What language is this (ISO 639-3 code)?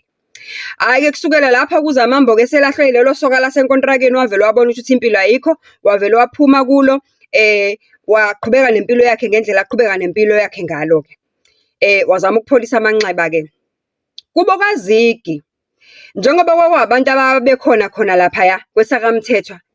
zul